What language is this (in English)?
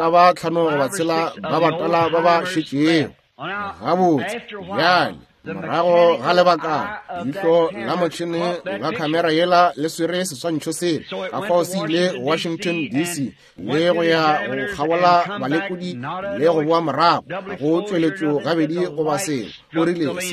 Northern Sotho